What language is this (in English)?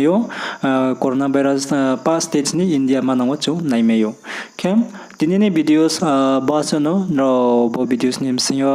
Riang (India)